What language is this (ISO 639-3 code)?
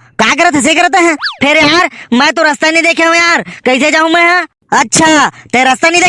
hne